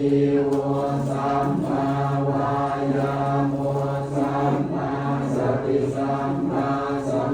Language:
Pali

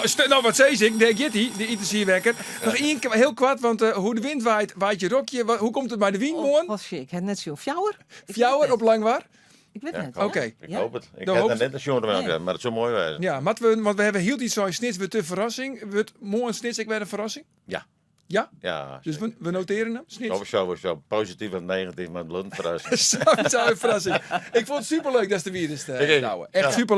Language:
Western Frisian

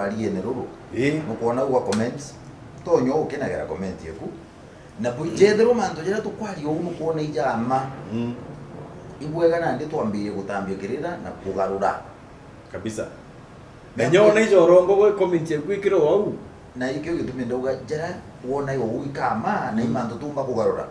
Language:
Meru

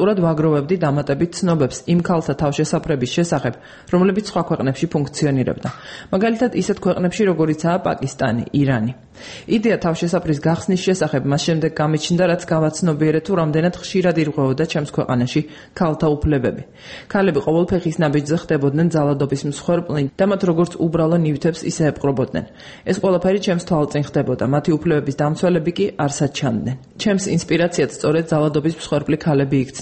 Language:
Georgian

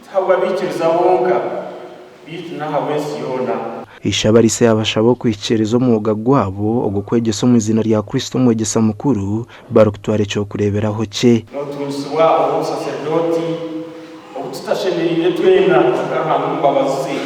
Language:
Nyankole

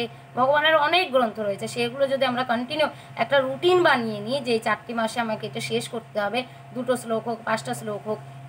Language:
Bangla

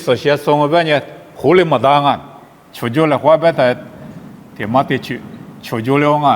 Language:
Lisu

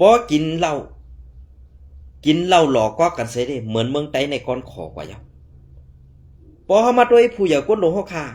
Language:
Shan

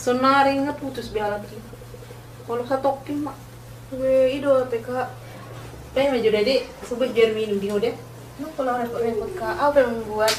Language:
Batak Toba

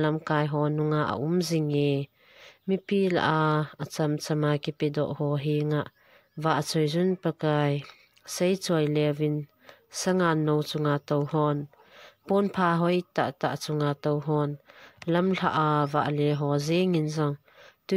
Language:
Thado Chin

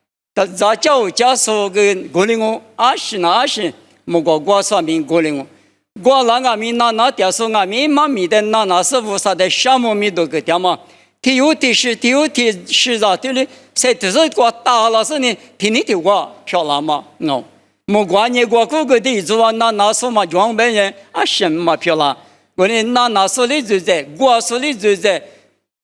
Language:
Lisu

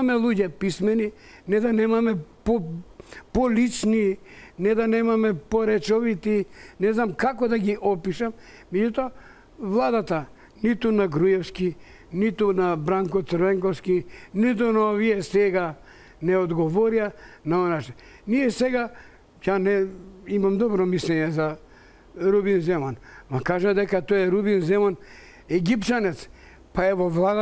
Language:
Macedonian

